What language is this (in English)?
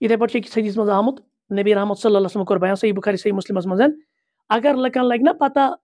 Kashmiri